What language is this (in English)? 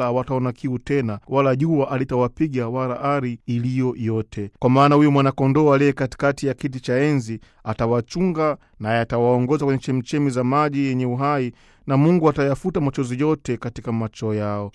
Swahili